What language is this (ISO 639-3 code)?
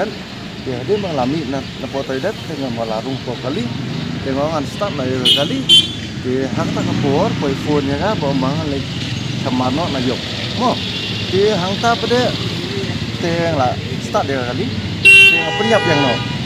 kha